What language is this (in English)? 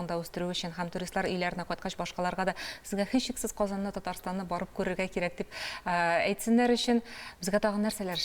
Tatar